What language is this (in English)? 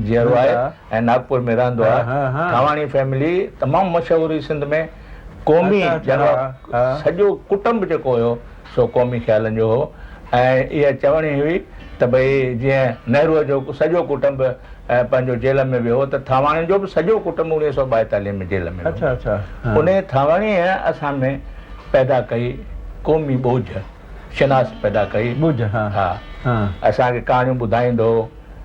Sindhi